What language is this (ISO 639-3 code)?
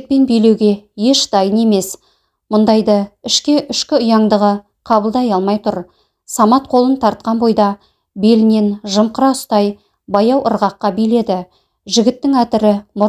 kaz